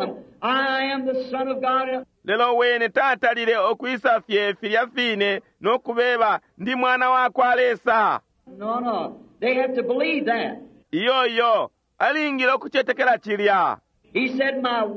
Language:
Bemba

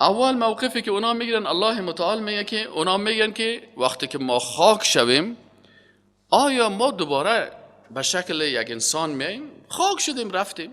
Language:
Persian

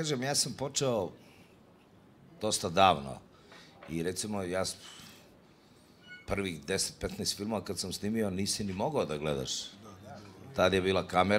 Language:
Serbian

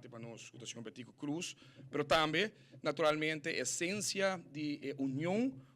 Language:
Papiamento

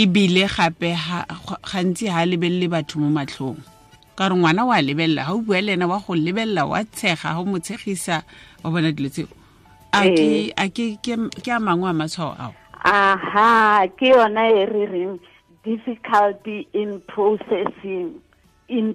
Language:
Tswana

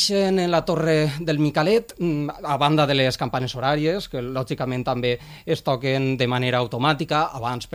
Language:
Catalan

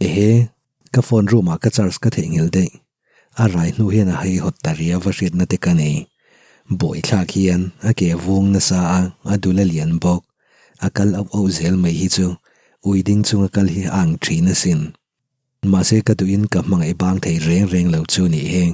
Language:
Mizo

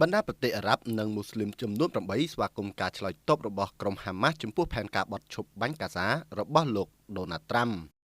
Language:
Khmer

